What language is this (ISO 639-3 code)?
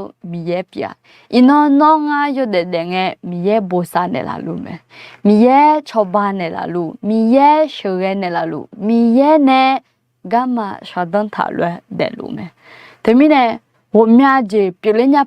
ahk